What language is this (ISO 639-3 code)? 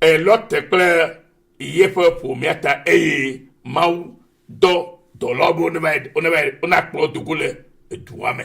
ewe